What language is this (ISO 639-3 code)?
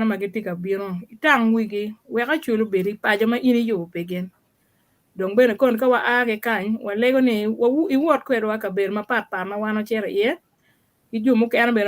ach